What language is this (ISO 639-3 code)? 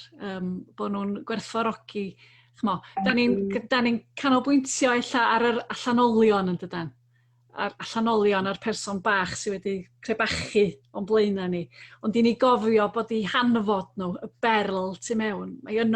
cym